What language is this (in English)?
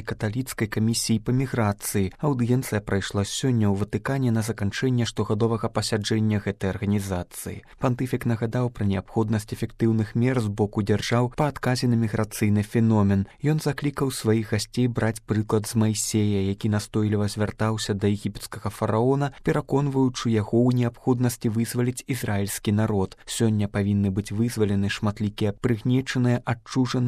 Belarusian